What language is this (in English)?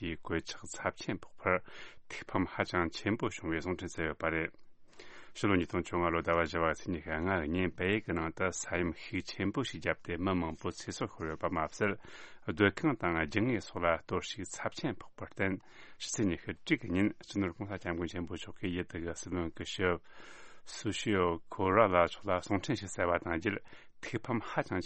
Tibetan